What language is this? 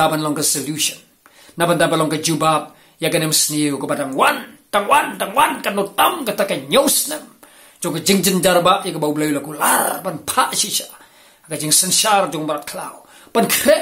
Khasi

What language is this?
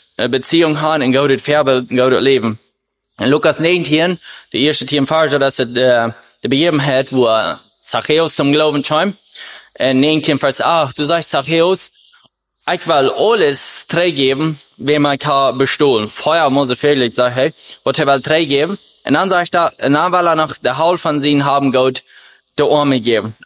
German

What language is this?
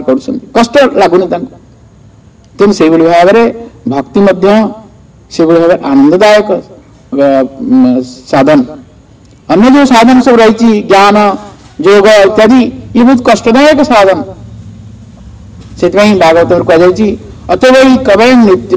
Odia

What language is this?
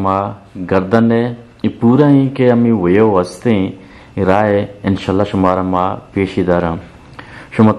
Eastern Balochi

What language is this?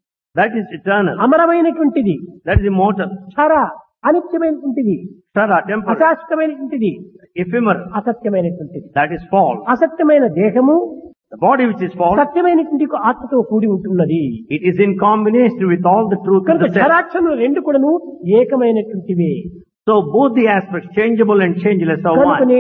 Telugu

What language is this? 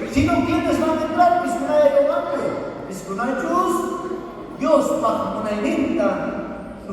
South Bolivian Quechua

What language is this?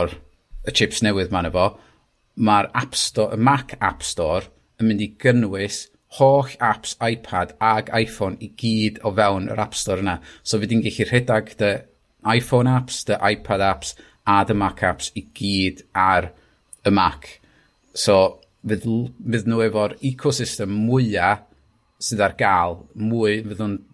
Welsh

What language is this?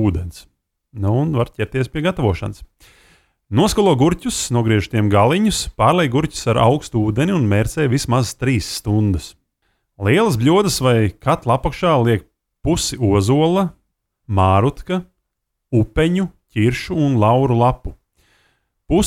Latvian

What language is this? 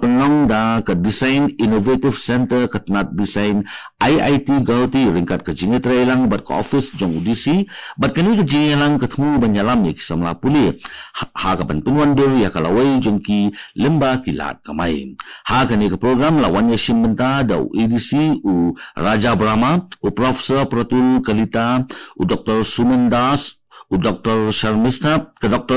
Khasi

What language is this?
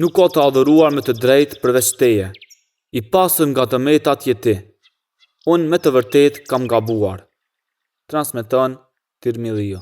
Albanian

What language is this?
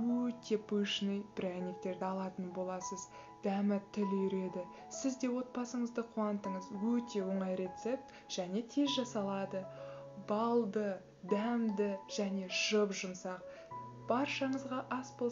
Kazakh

